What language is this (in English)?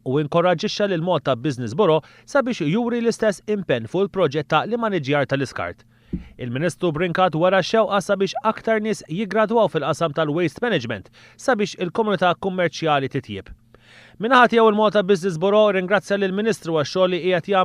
Maltese